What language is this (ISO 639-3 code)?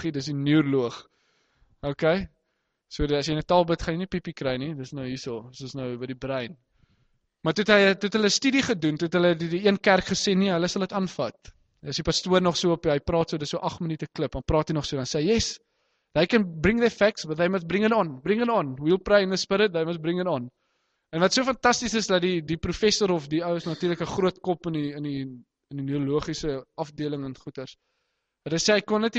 afr